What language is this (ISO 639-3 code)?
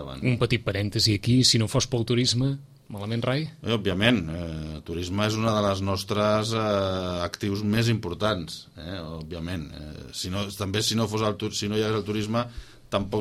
cat